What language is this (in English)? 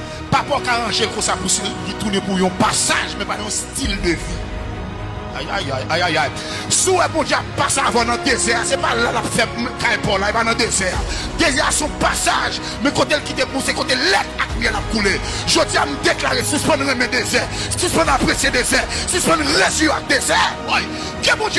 Haitian Creole